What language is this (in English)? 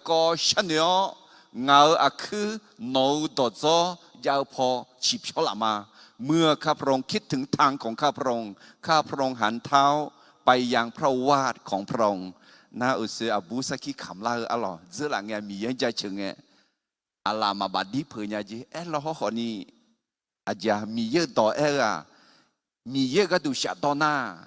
Akha